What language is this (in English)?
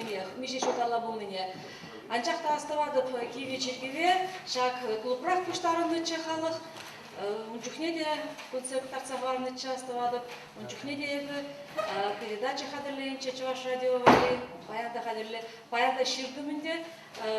Chuvash